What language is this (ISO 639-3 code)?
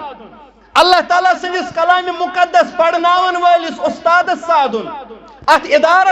kas